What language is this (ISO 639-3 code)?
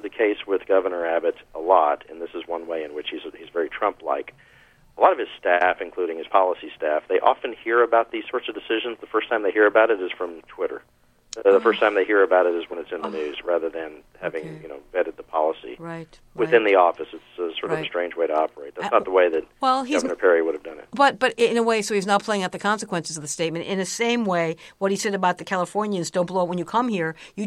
eng